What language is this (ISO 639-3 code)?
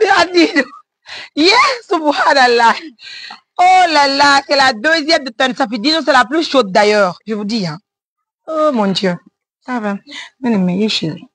fuf